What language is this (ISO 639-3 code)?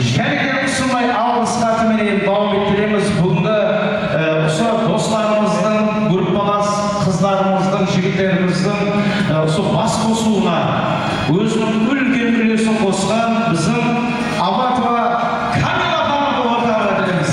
kaa